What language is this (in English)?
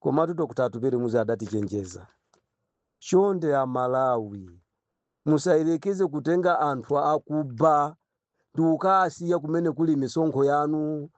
Nyanja